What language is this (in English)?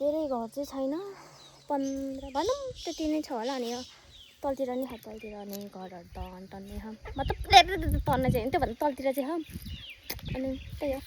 Nepali